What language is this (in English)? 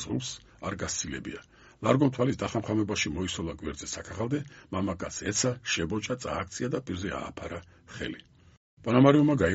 Georgian